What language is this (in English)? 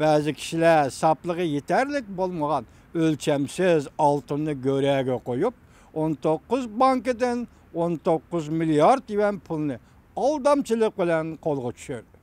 Uyghur